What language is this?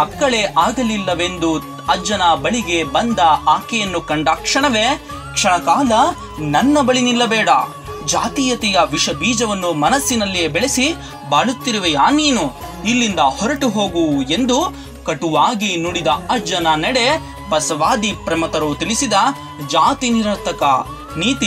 Kannada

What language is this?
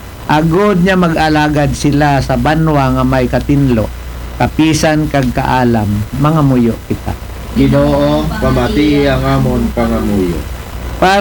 Aklanon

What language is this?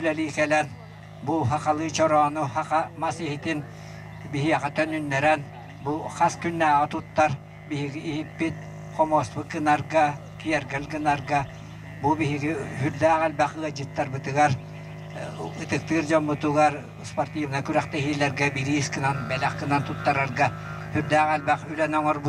Yakut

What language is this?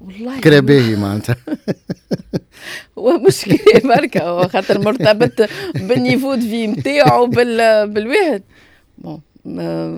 Tunisian Arabic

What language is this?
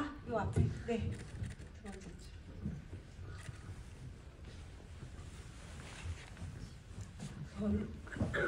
Korean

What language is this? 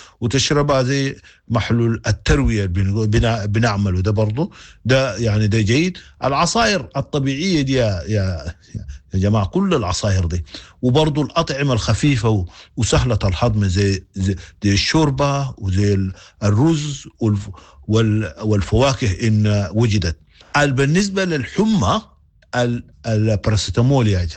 Sudanese Arabic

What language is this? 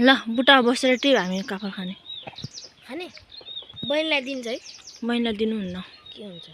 Nepali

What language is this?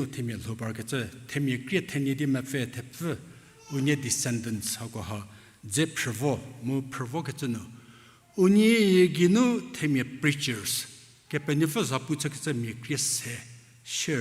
Angami Naga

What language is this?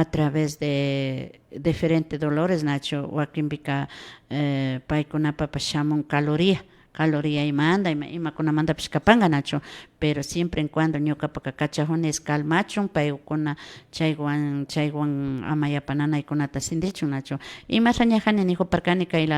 Imbabura Highland Quichua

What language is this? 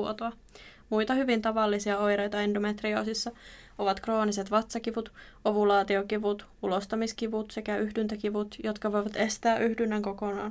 Finnish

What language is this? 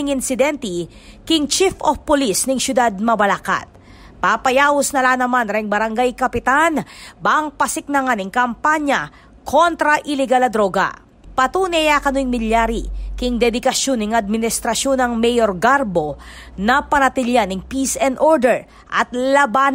Pampanga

